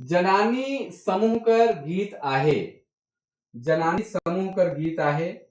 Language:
Sadri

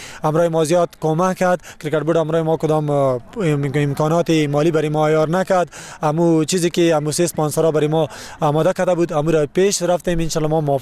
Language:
Persian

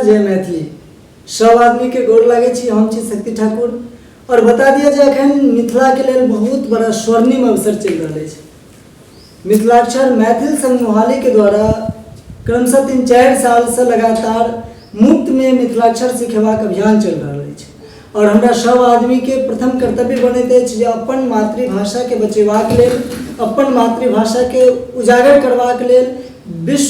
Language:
Maithili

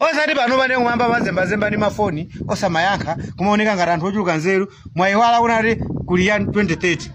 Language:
Nyanja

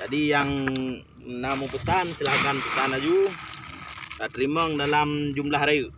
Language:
Achinese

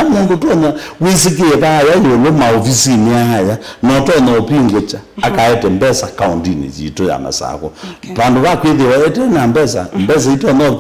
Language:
Kamba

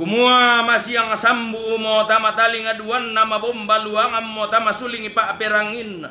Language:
Toraja-Sa'dan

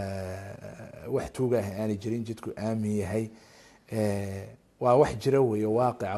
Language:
Somali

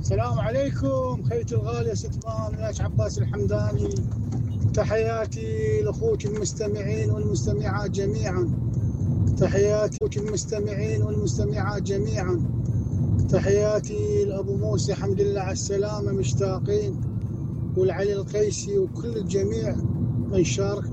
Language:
Mesopotamian Arabic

